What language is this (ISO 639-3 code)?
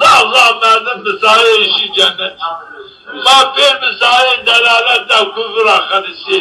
zza